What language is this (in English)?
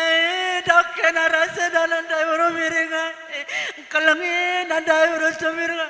Batak Karo